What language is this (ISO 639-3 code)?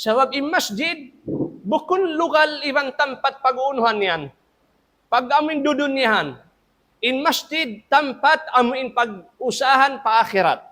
tsg